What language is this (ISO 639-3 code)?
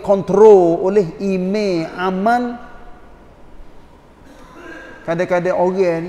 msa